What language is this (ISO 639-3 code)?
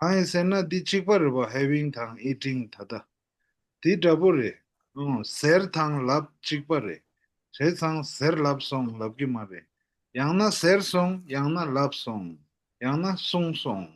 bod